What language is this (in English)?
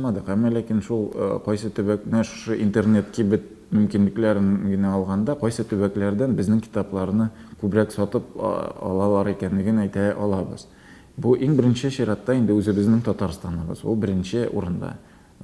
Tatar